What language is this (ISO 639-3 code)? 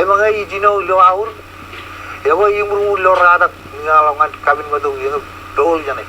mah